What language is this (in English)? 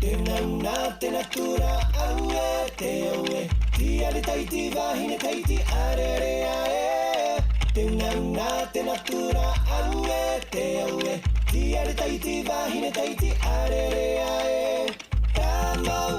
Tahitian